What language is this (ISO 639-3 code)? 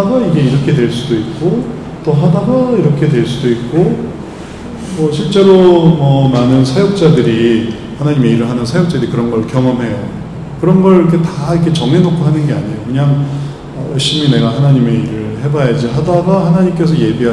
kor